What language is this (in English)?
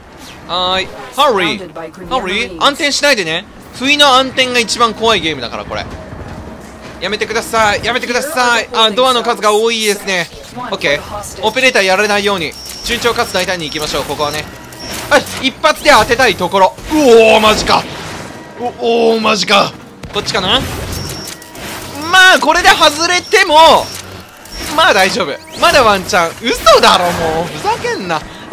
Japanese